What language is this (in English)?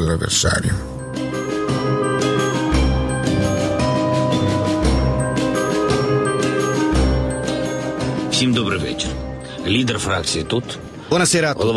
Italian